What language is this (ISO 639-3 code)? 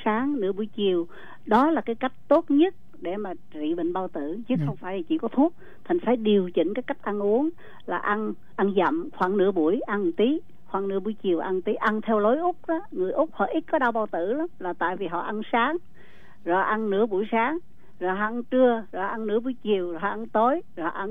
vie